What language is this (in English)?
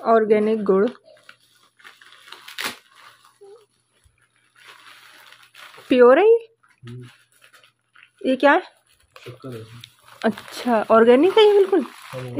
Hindi